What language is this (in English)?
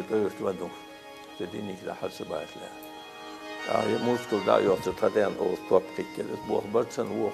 Ingush